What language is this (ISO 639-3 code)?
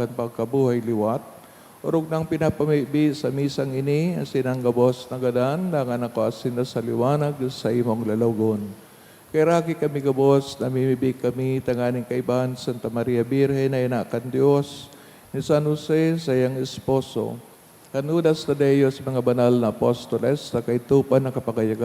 bik